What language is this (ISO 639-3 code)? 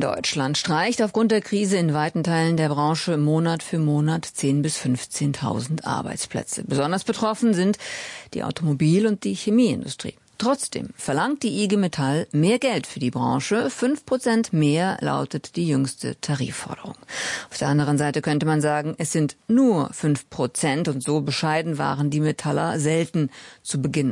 deu